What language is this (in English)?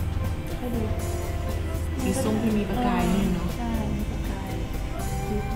Thai